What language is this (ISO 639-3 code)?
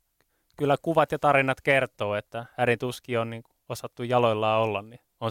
fin